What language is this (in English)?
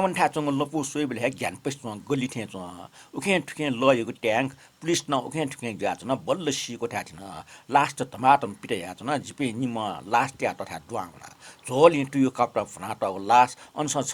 Newari